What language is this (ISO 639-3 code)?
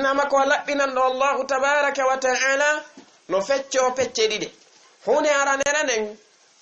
ful